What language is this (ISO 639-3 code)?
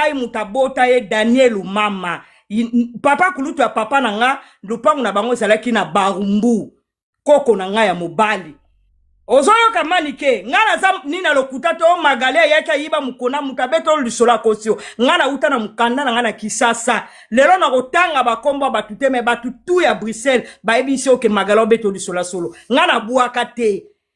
lin